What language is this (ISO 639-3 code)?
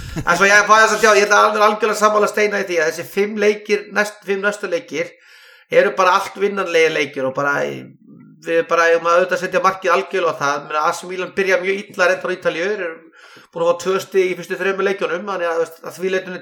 isl